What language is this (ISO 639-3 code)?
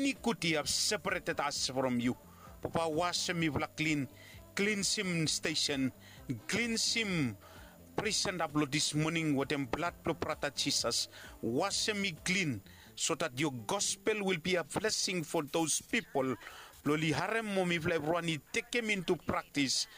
bis